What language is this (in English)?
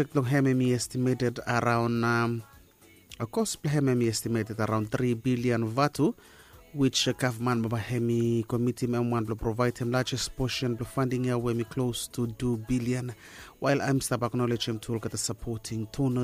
Bislama